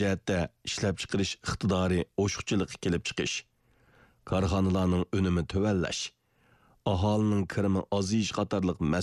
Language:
Uyghur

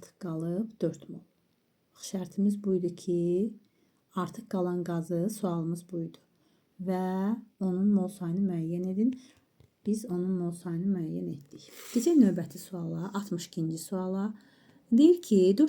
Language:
Azerbaijani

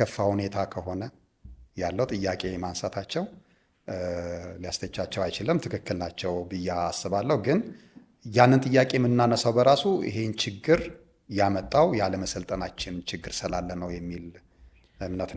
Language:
Amharic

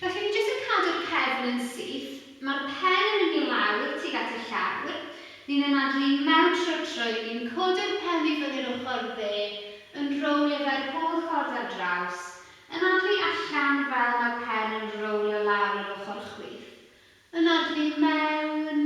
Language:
Welsh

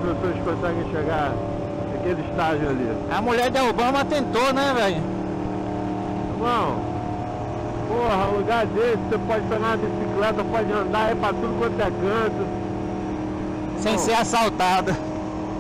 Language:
Portuguese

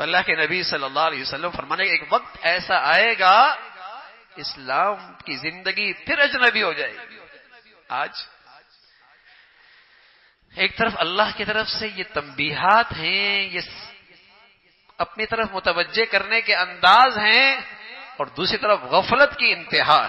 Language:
Urdu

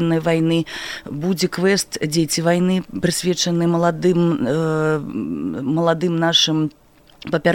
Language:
Belarusian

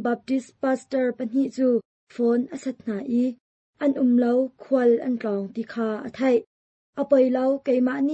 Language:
Hakha Chin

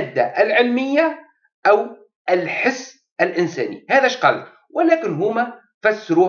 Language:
Arabic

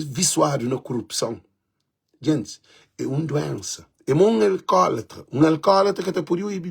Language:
Kabuverdianu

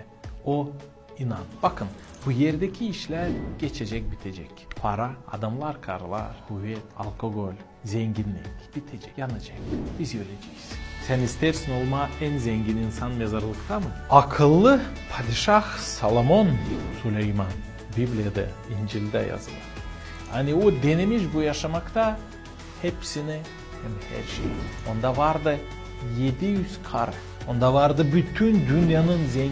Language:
Gagauz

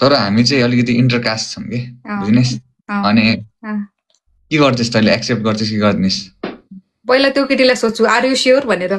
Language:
Nepali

